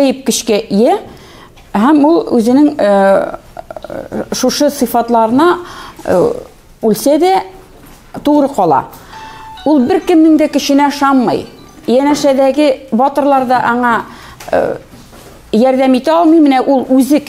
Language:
Tatar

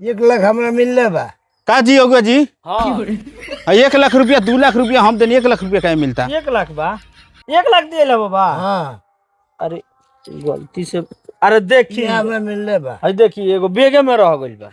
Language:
Bhojpuri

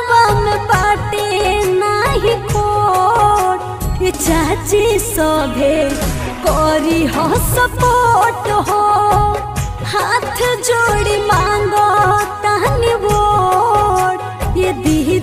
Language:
Bhojpuri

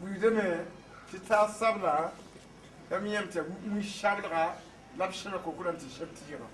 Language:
Mossi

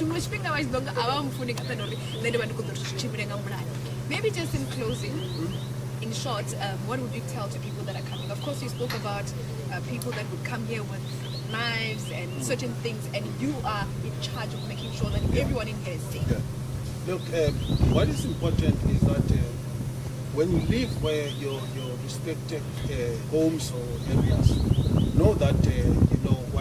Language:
Venda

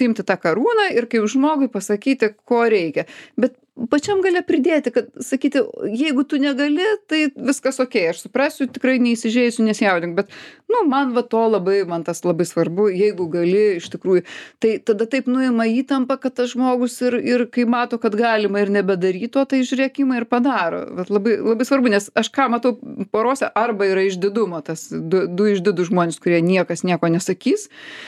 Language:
Lithuanian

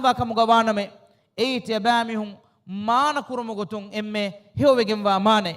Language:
Divehi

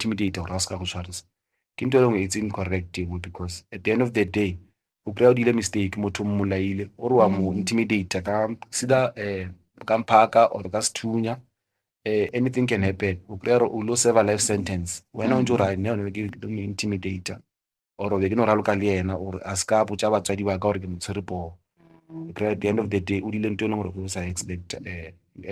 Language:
Northern Sotho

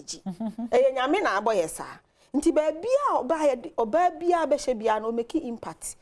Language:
Akan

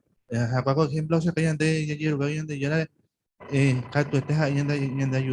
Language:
Guarani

